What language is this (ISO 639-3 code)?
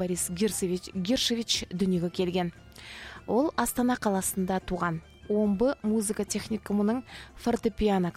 kaz